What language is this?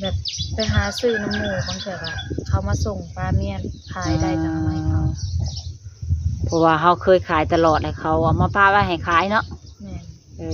Lao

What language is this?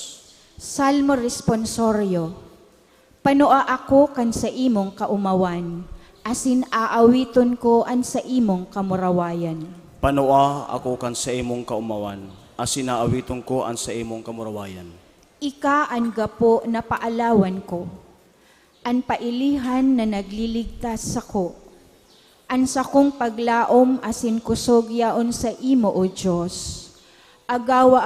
Bikol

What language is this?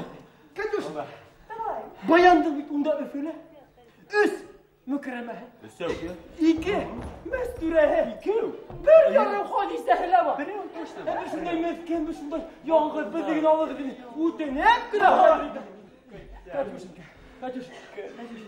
Bashkir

